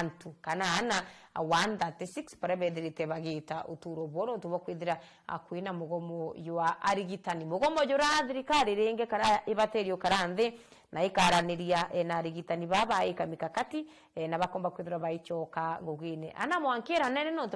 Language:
Meru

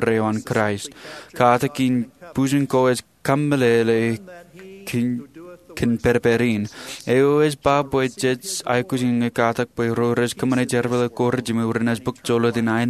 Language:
Marshallese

